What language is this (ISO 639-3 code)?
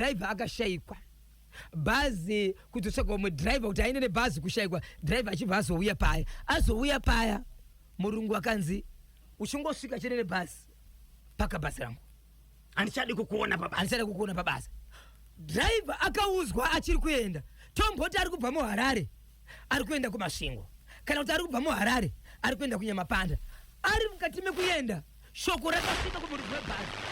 sna